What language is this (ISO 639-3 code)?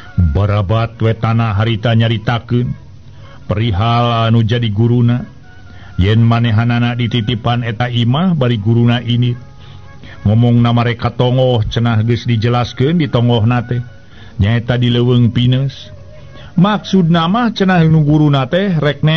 sun